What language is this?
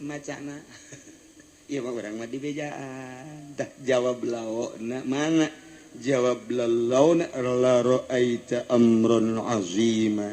Sundanese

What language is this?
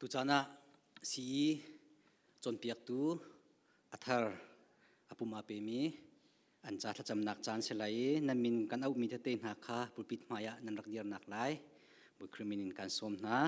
Hakha Chin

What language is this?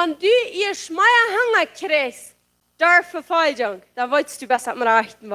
Plautdietsch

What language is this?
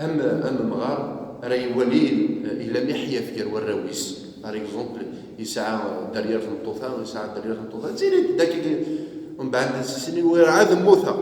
Kabyle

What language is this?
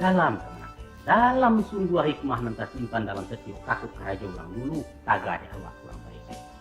Minangkabau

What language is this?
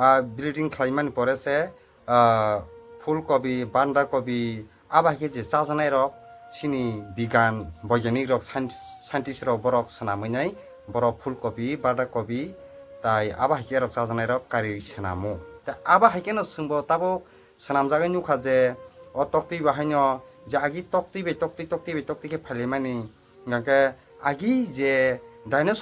Kok Borok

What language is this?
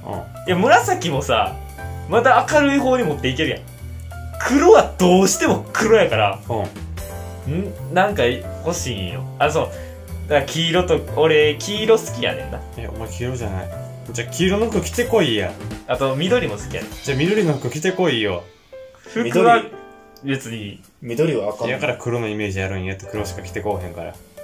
Japanese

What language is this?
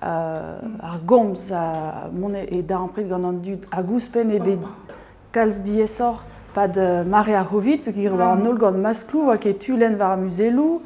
Breton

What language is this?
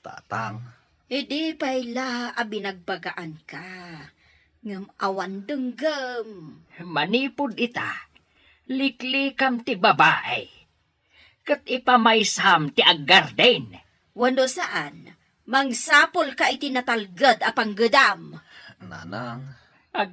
Iloko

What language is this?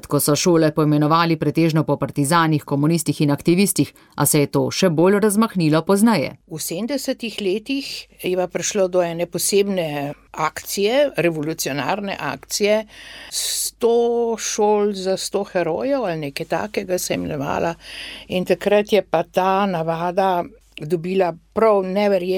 Slovenian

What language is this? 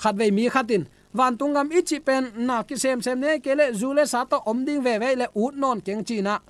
Tedim Chin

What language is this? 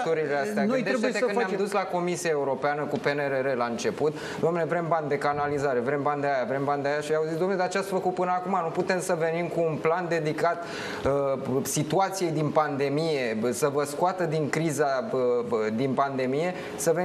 Romanian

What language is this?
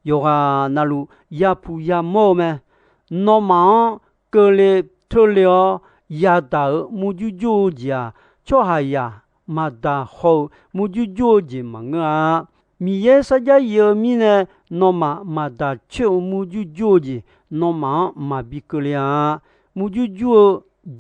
Akha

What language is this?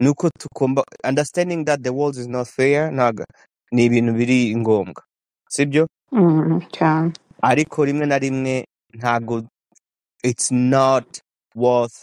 Kinyarwanda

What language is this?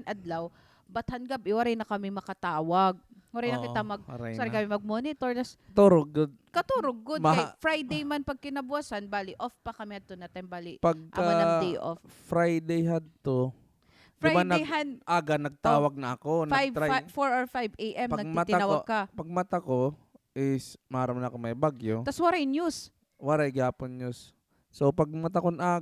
Waray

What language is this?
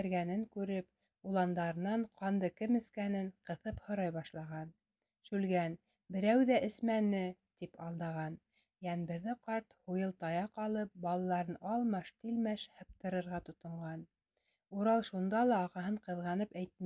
Bashkir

